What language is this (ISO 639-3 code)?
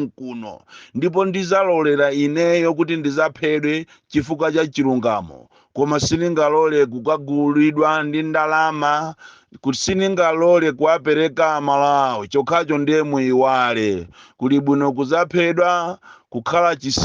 nya